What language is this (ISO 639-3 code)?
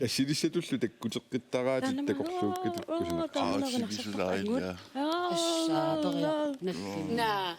kal